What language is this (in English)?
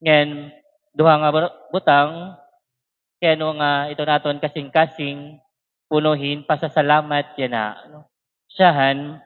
Waray